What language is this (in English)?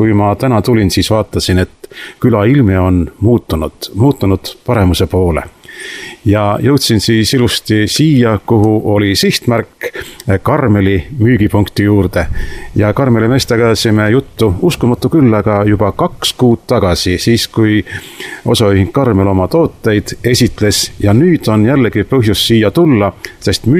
Estonian